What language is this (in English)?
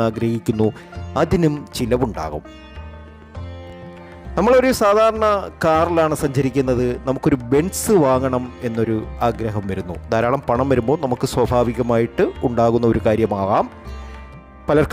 Malayalam